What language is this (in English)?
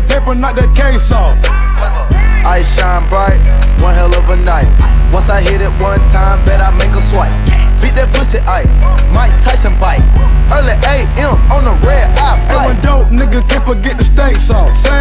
English